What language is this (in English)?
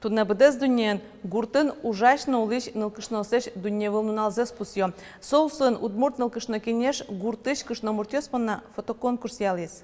Udmurt